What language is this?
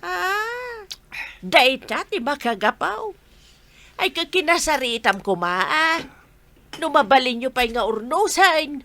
Iloko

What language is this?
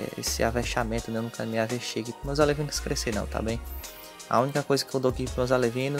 Portuguese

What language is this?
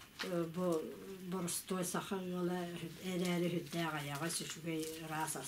Yakut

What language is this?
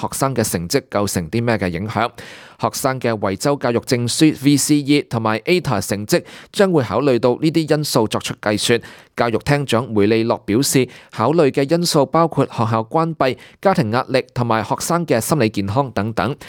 Cantonese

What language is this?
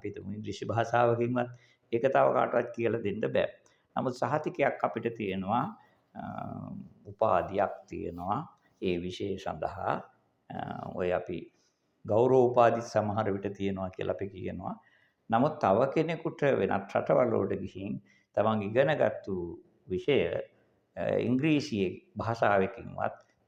Sinhala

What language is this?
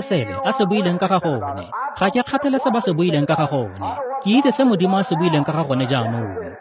Tswana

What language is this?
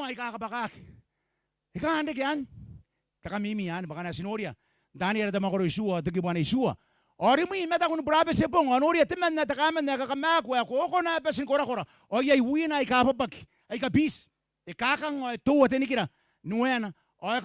Gilbertese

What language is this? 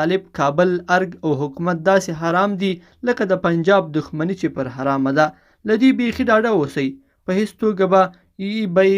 Pashto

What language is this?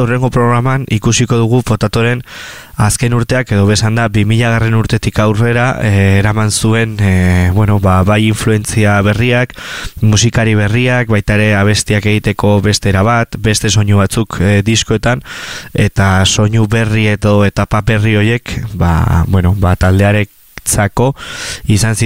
Basque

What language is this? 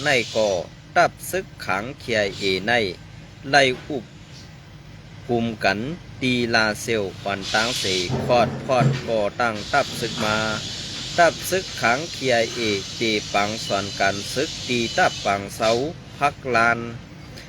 Shan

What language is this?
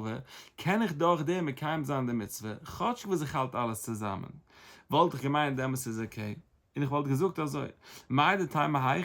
Yiddish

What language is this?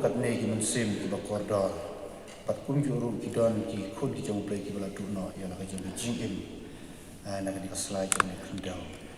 Khasi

